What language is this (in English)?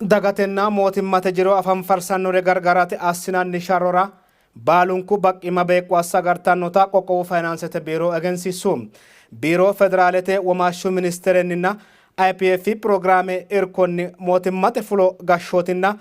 Sidamo